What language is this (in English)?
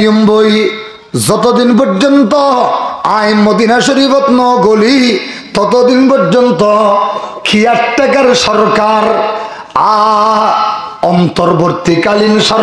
Rohingya